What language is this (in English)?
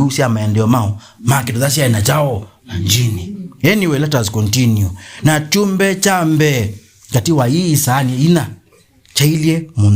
Kamba